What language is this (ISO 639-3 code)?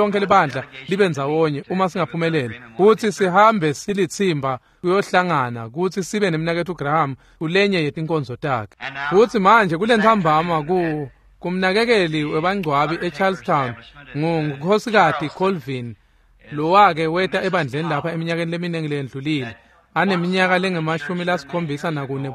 ssw